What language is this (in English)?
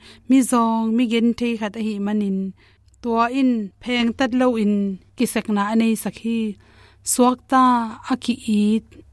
Tedim Chin